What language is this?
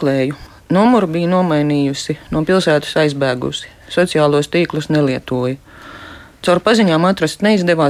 Latvian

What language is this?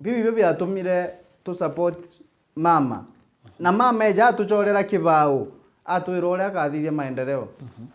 Meru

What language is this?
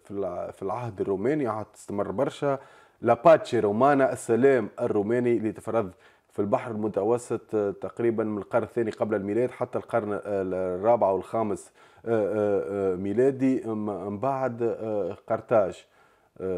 Tunisian Arabic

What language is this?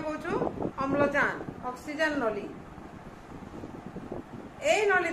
Odia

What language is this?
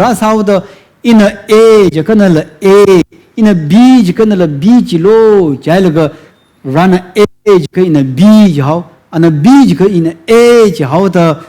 Tangkhul Naga (India)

